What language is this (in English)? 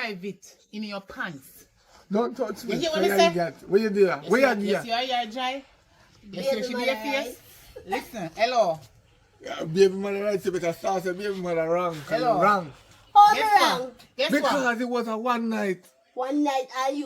Jamaican Creole English